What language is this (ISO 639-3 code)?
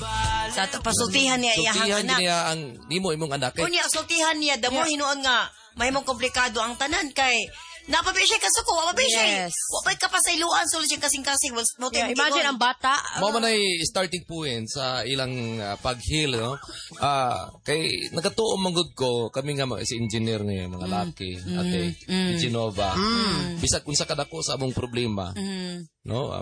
ceb